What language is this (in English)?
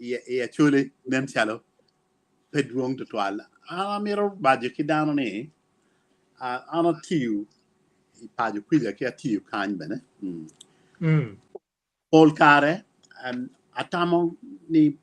Acoli